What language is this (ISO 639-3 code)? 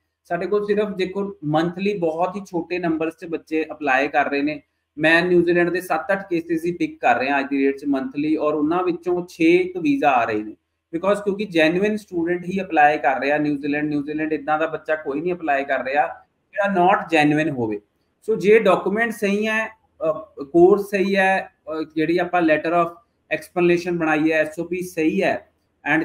pan